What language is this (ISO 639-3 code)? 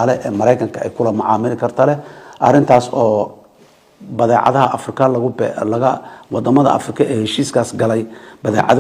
som